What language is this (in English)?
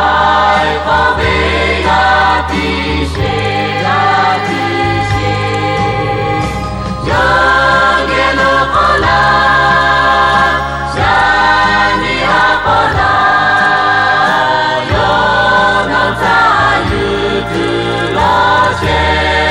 Lahu